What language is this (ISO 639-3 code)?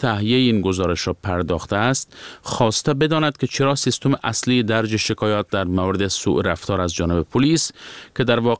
fas